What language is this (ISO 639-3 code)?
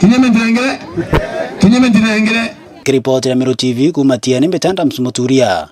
mer